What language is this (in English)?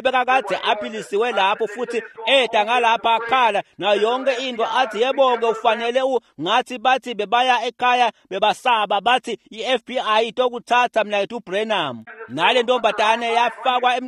Swati